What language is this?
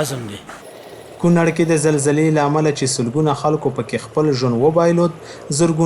Pashto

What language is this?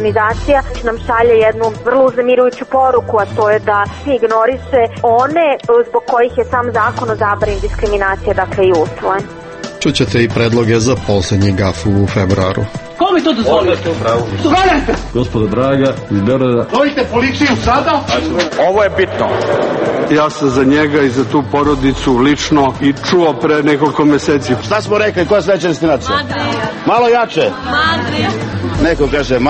Serbian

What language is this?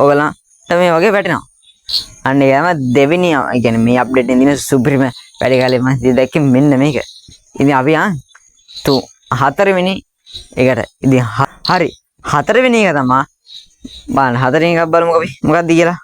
Sinhala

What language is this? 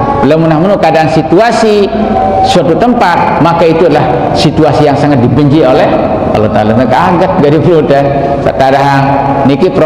Sasak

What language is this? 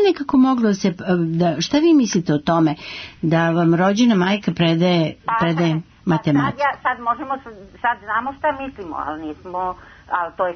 Serbian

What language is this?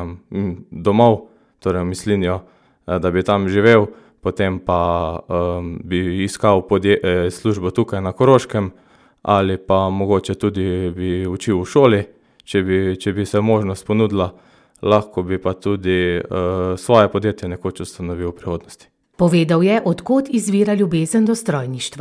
Slovenian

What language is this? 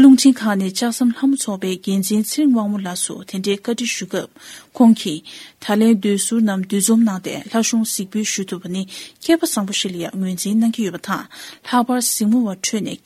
Tibetan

